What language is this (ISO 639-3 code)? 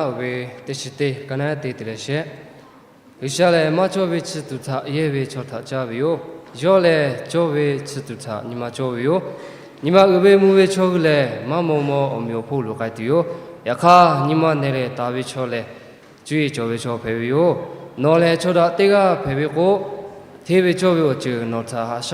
lhu